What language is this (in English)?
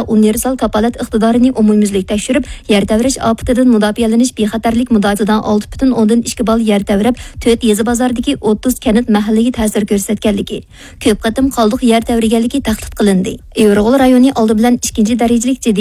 Uyghur